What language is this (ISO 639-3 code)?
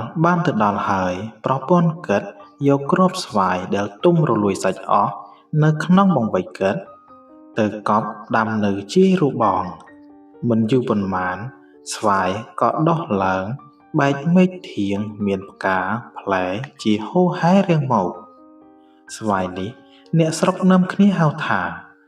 khm